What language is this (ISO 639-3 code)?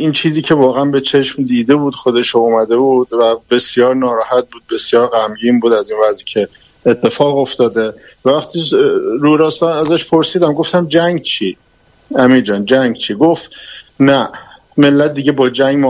fas